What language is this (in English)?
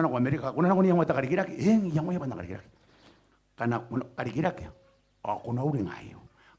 Gilbertese